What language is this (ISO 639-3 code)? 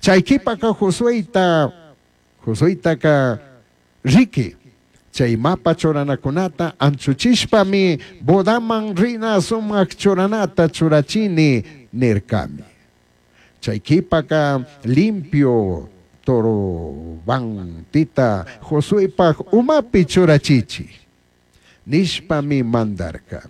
qug